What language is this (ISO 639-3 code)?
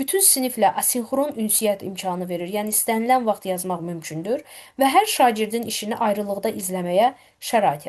aze